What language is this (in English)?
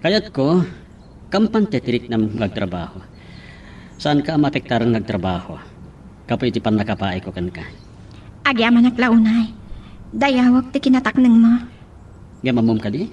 Iloko